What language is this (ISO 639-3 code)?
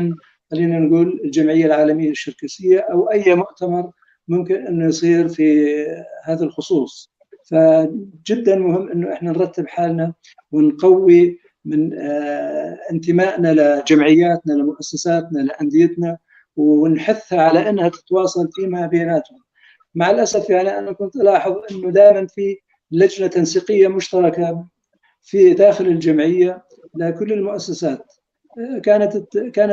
apc